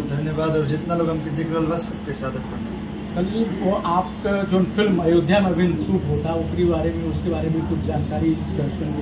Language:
Bhojpuri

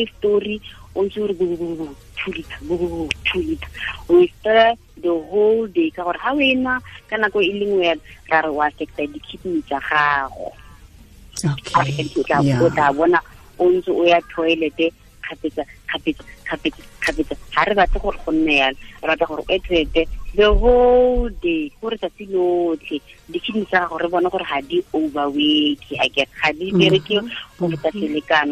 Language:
Tswana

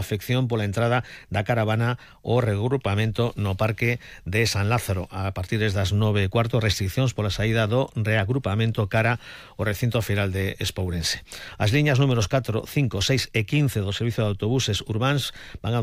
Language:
Galician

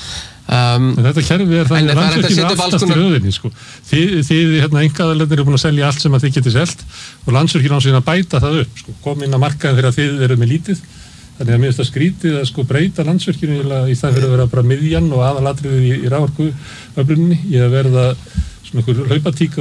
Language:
Icelandic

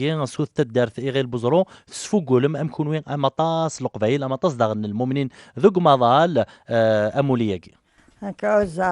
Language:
Kabyle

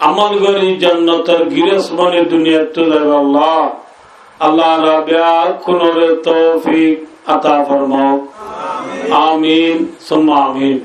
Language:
Rohingya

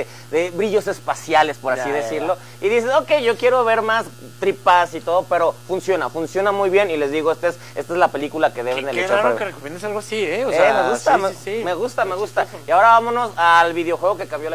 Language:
Spanish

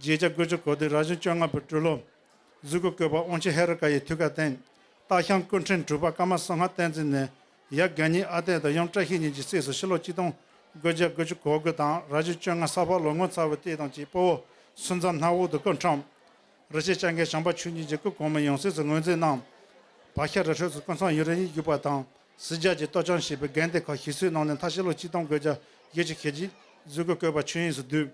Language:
Tibetan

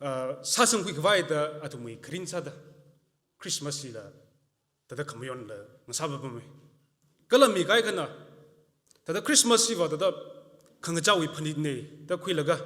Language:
Tangkhul Naga (India)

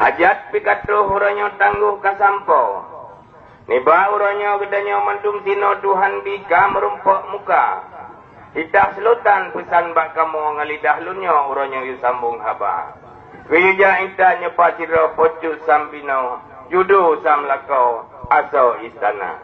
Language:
Achinese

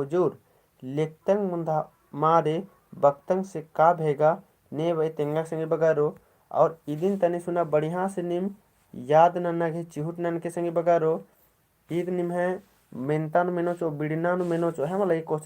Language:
Kurukh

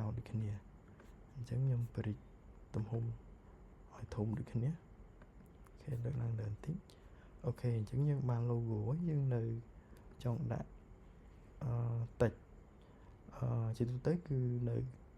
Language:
Khmer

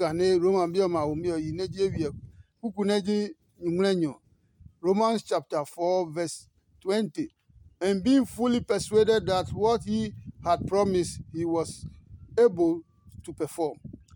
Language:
Adangme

